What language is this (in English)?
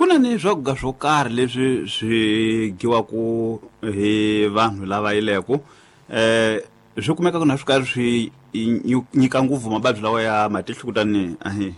Tsonga